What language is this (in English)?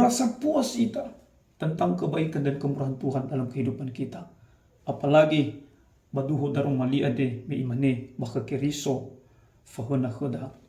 Nias